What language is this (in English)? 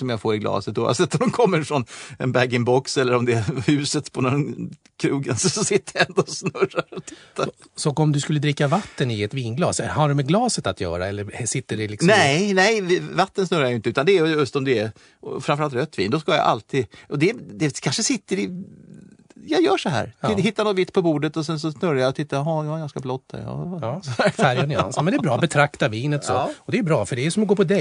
Swedish